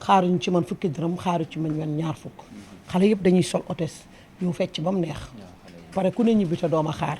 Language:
Wolof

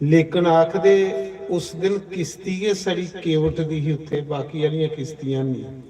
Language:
Dogri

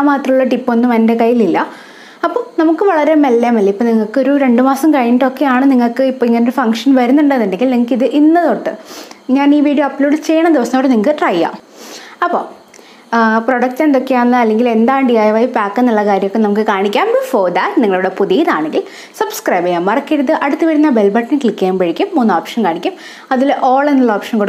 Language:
Malayalam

